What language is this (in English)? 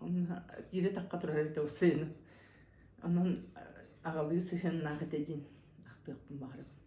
Yakut